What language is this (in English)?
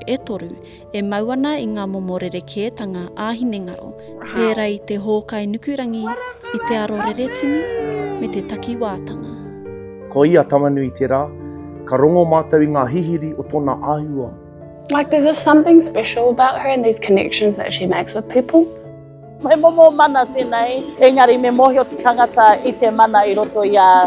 Māori